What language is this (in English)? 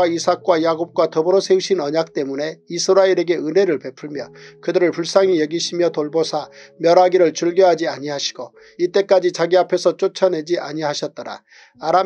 Korean